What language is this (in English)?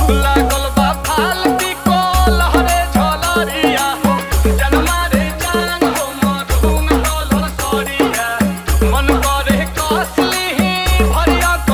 Bhojpuri